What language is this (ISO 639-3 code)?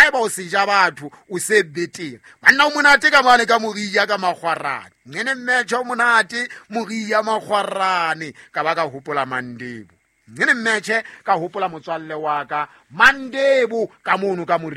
sot